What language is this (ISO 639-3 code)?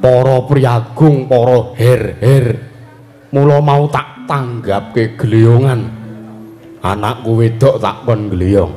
jav